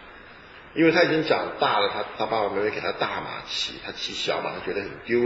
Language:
Chinese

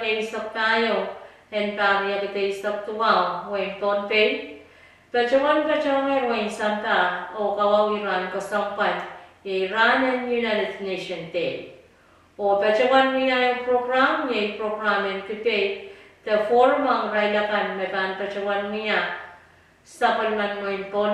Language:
Pohnpeian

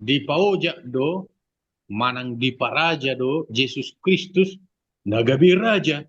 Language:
Batak Toba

